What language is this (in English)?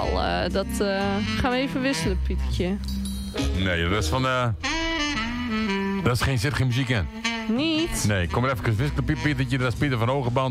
Dutch